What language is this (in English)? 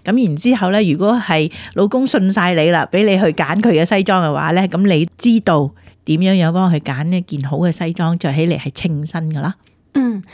Cantonese